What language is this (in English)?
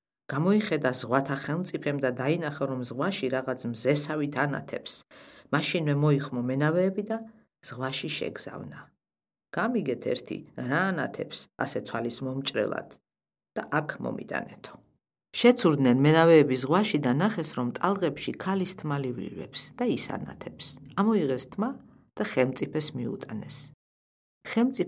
Georgian